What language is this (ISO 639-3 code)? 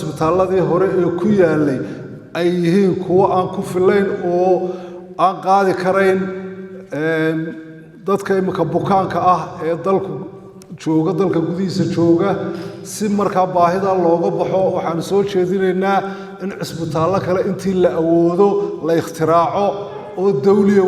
som